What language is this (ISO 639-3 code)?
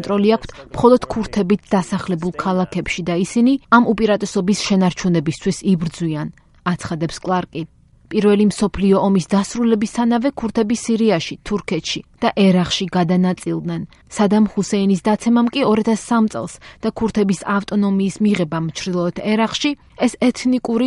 kat